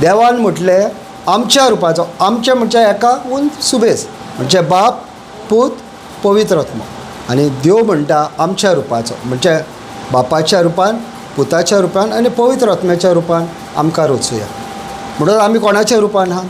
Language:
Konkani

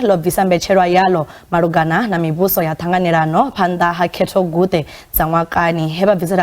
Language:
Venda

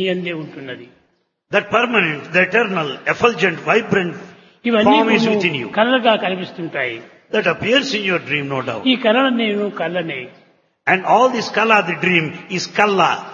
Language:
Telugu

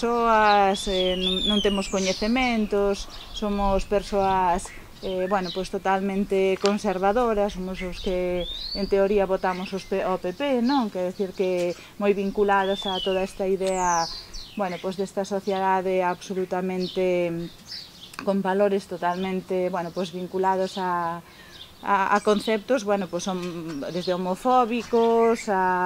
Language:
Galician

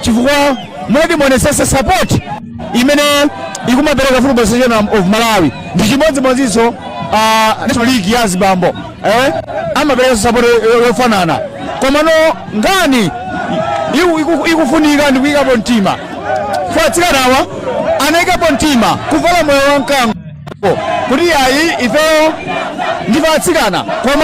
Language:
Nyanja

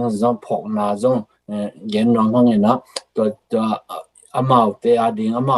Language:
Tedim Chin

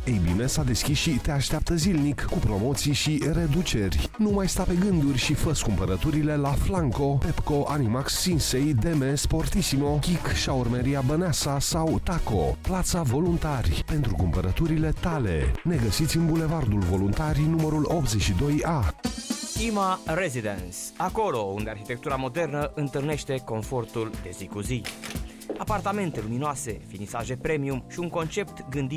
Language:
Romanian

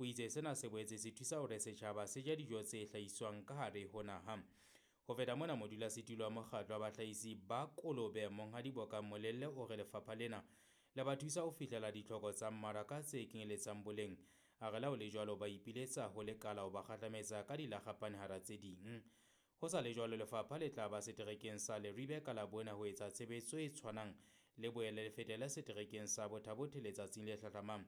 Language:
Southern Sotho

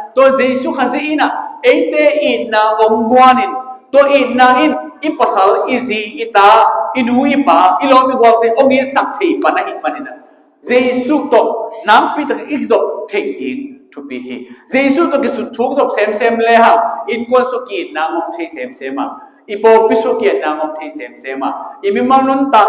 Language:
Tedim Chin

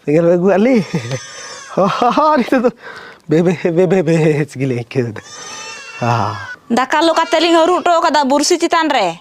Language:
Santali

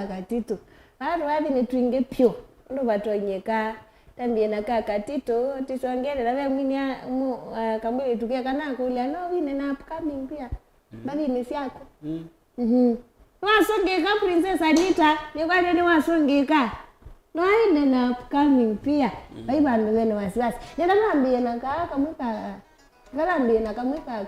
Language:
Kamba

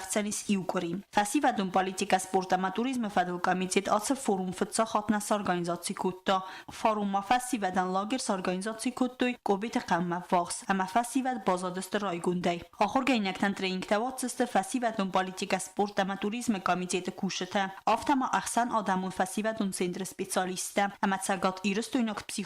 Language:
Ossetic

